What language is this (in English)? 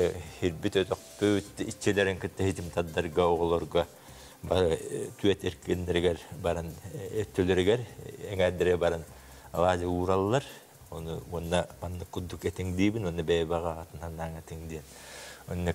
Yakut